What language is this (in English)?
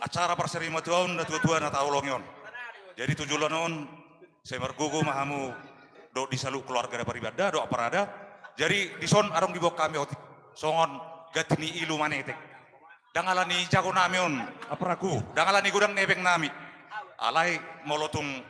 Batak Toba